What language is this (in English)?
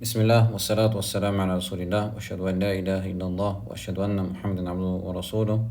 Chechen